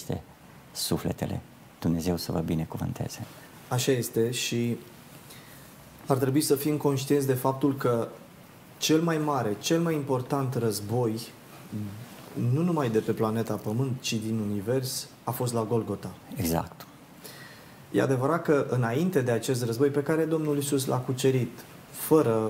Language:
Romanian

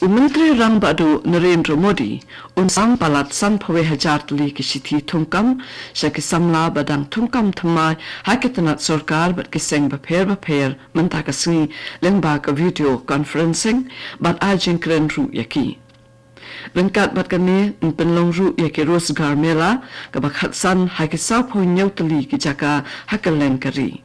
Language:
Khasi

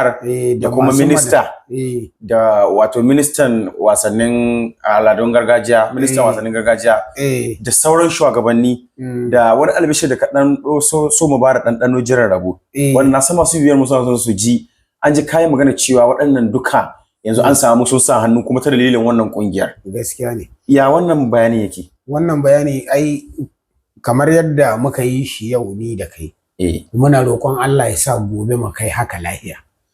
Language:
Hausa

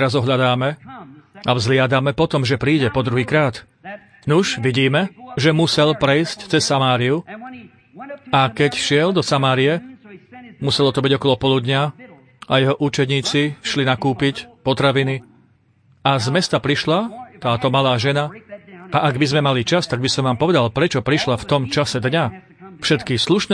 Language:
Slovak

